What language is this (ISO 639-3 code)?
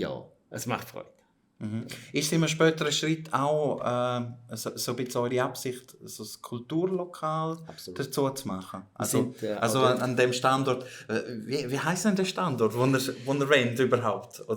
gsw